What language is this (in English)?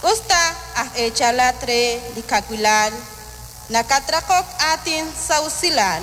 Kekchí